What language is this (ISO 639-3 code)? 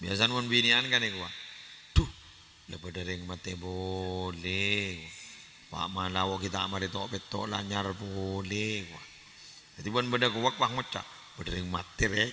mad